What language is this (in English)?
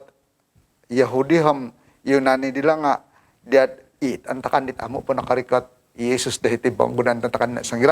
Central Dusun